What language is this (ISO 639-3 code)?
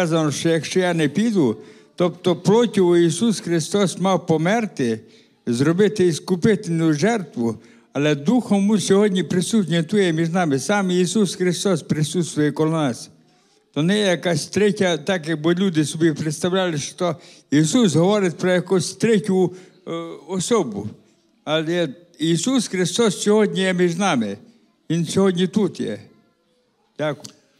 ukr